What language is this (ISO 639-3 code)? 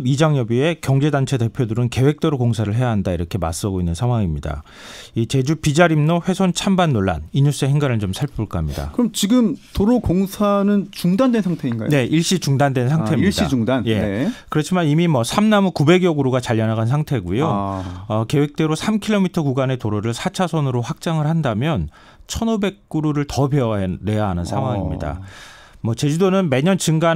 kor